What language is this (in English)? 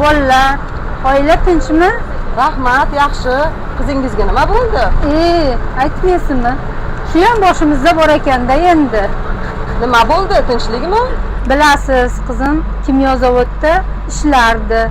Uzbek